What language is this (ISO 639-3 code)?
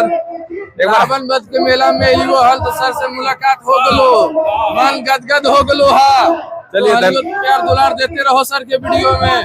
mag